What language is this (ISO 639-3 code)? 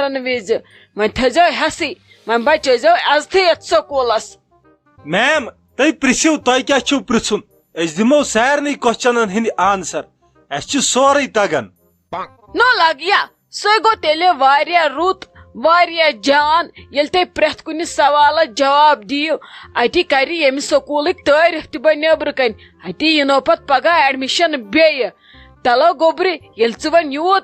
kas